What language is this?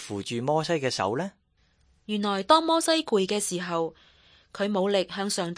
Cantonese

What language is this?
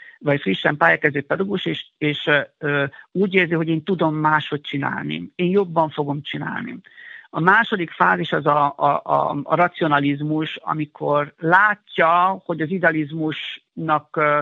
Hungarian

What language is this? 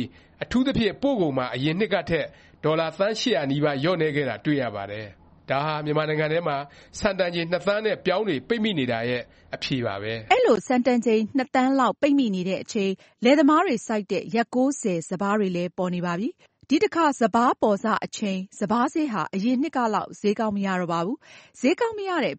Burmese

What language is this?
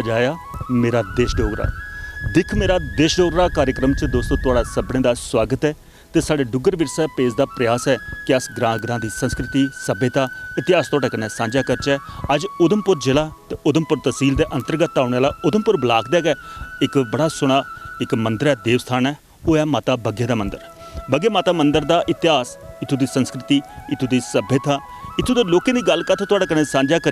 Dogri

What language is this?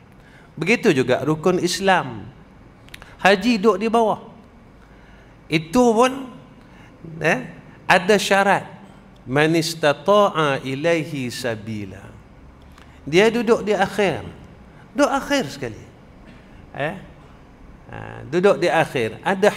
Malay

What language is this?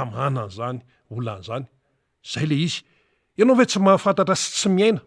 Malagasy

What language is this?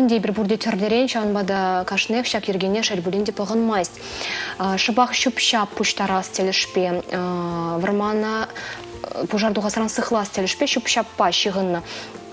Chuvash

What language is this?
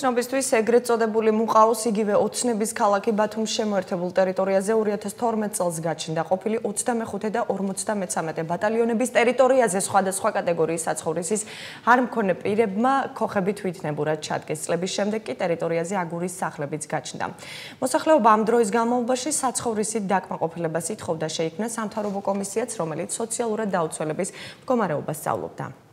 Georgian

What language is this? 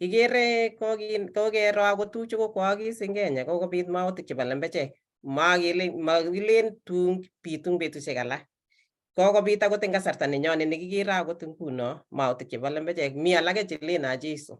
Kalenjin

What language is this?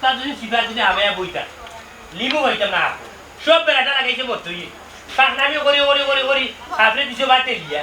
Sylheti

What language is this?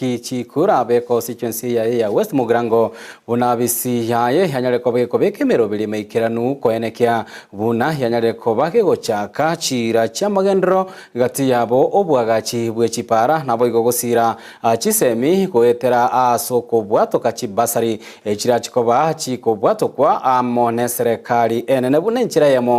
Gusii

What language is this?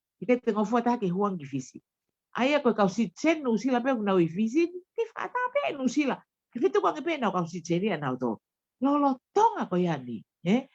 Tongan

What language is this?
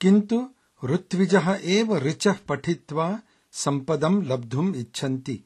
Sanskrit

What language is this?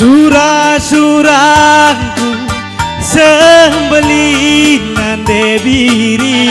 Batak Karo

